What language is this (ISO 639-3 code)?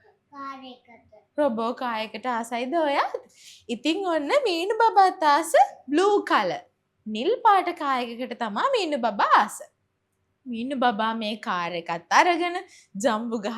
sin